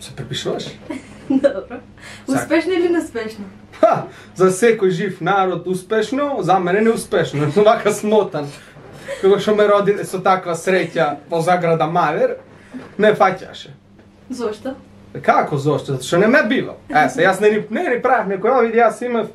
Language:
Macedonian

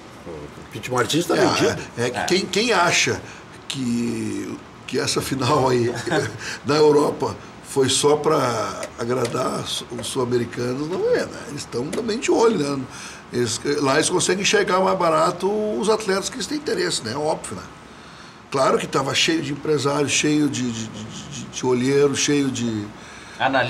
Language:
Portuguese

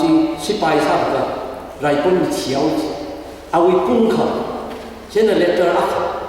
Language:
Tangkhul Naga (India)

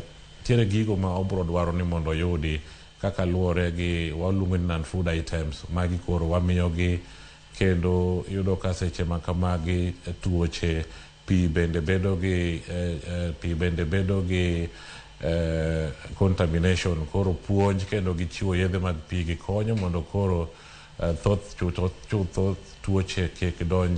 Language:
Luo (Kenya and Tanzania)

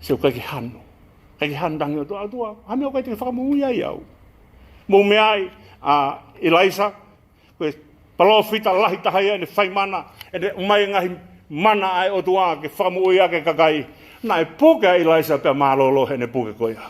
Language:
Tongan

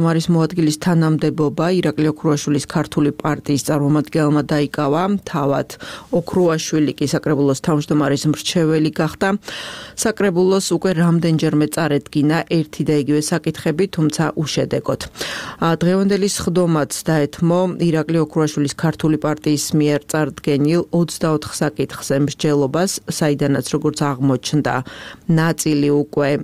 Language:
Georgian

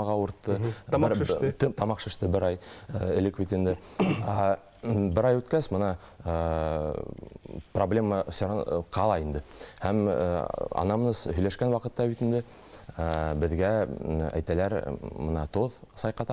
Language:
Bashkir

